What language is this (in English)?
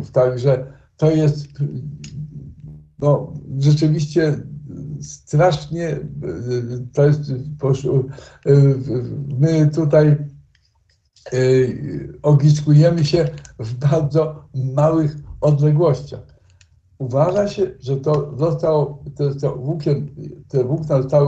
Polish